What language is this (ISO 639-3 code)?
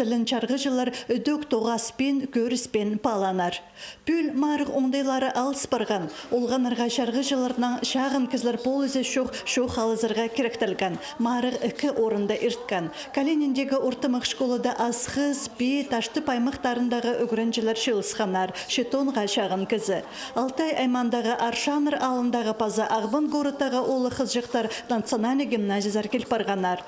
kjh